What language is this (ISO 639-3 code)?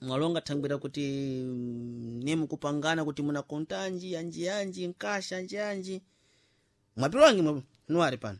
seh